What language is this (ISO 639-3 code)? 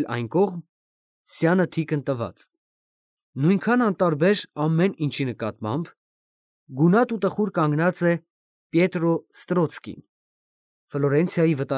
hye